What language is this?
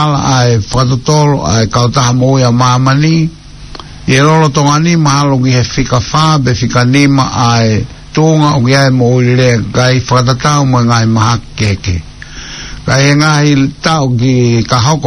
Tongan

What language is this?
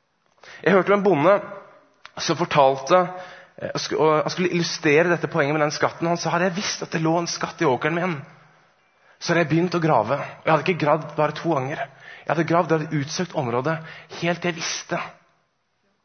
Norwegian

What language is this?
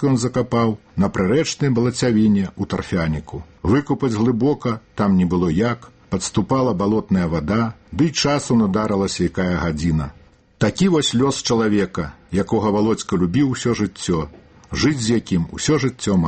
Belarusian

